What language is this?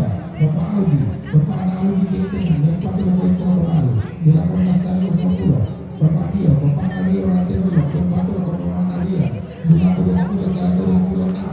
Toraja-Sa'dan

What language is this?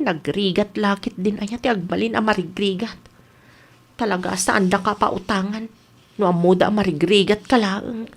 Iloko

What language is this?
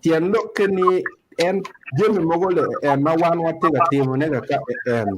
Acoli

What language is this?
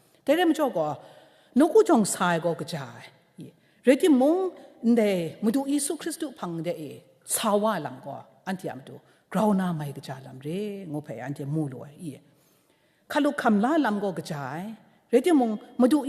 Kachin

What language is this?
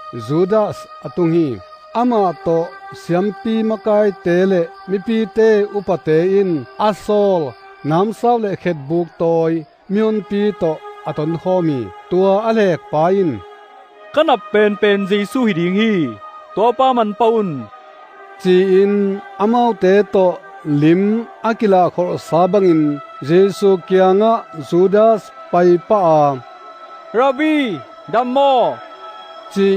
Tedim Chin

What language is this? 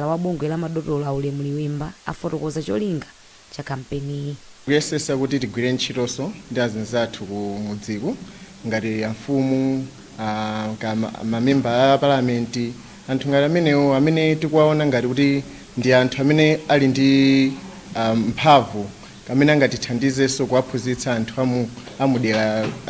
Nyanja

